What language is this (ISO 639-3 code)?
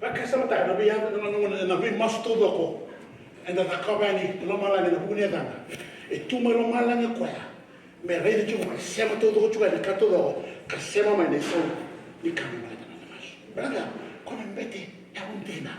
fij